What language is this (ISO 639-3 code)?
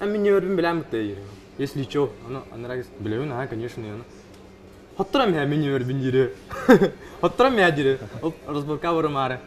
sah